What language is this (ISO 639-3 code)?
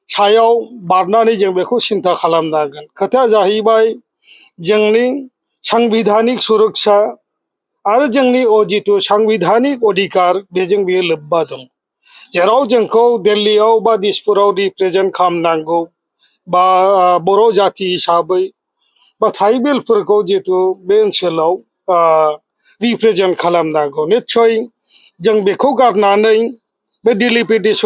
brx